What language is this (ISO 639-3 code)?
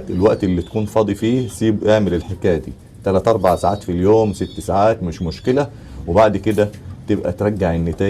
arz